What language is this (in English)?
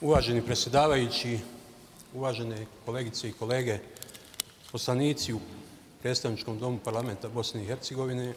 Bosnian